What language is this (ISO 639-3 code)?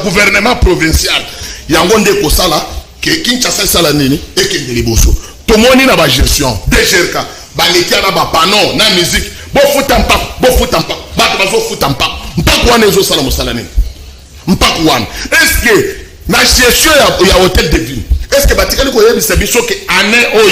lin